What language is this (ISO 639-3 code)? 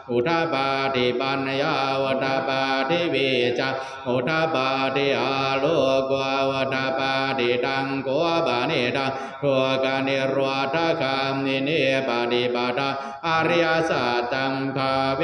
pli